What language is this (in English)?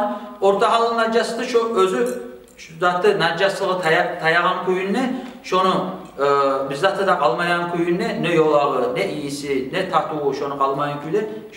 Kumyk